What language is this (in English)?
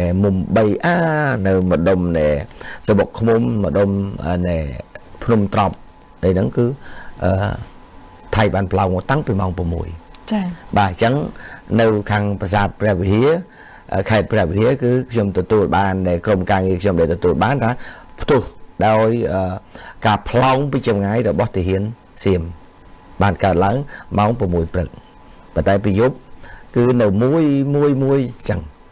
Khmer